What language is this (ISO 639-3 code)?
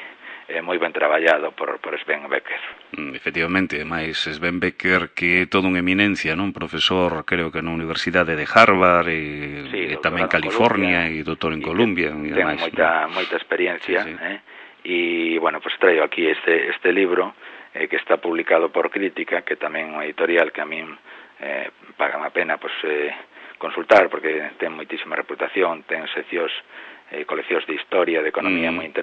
glg